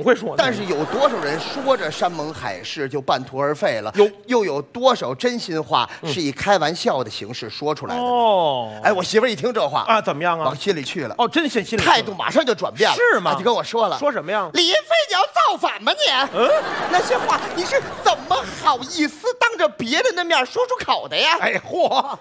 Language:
Chinese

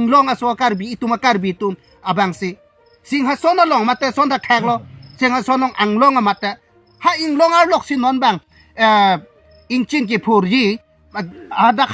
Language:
Karbi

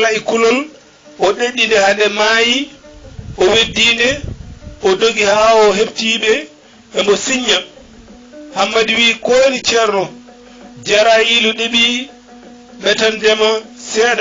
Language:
Fula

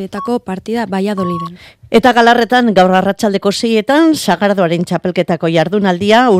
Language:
Basque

